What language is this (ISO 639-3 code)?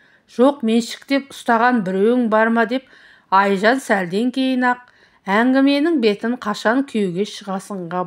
kaz